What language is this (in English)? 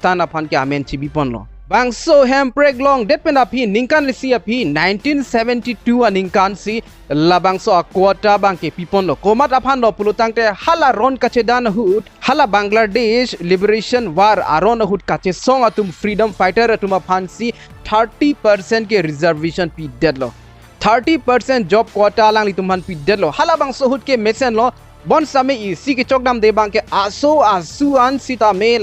Karbi